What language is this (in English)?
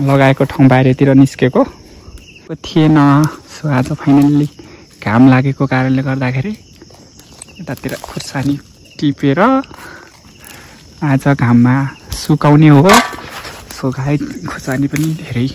Nepali